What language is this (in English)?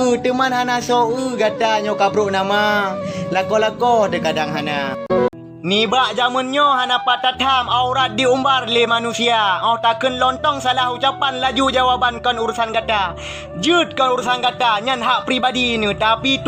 Achinese